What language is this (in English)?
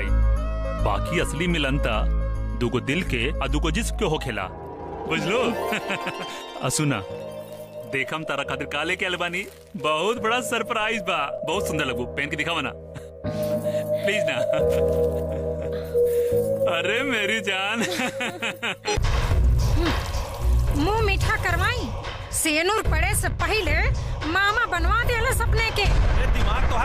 Bhojpuri